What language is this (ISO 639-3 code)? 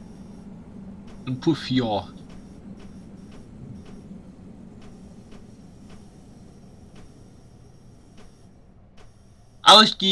deu